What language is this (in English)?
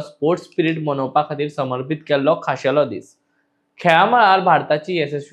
Konkani